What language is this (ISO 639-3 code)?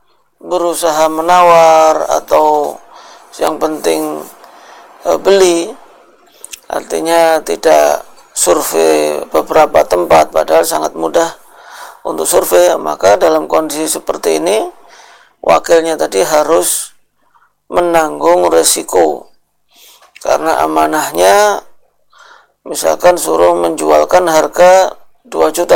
ind